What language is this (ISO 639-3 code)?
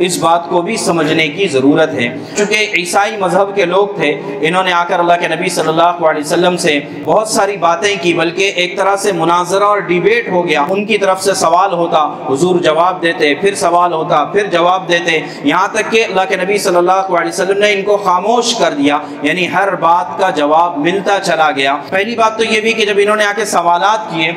urd